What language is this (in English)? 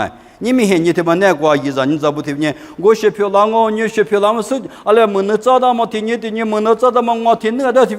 Lisu